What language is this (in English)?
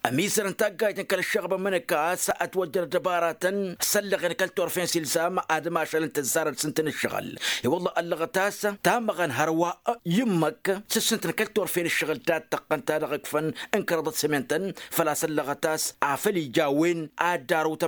Tamasheq